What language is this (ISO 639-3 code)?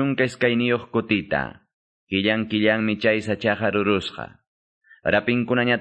que